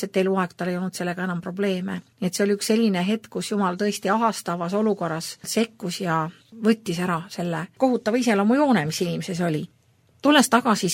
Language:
Estonian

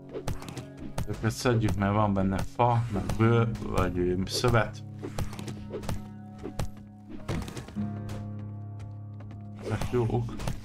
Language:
Hungarian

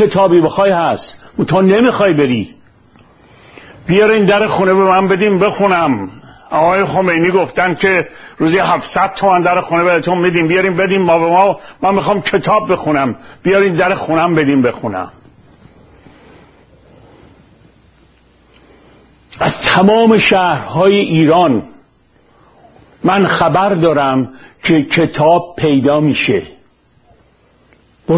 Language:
Persian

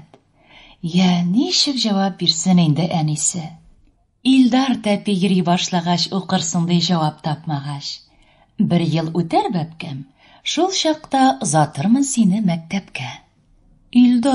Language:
Tatar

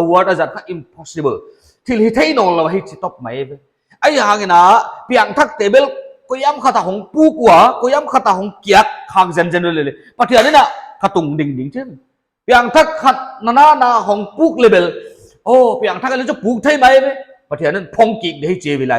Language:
Paite Chin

